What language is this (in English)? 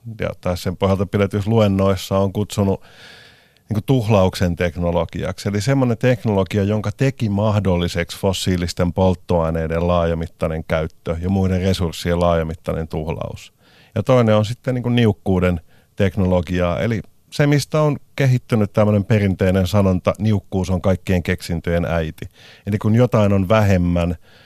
Finnish